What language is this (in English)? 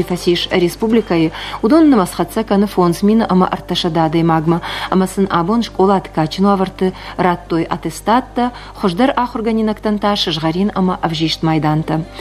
Ossetic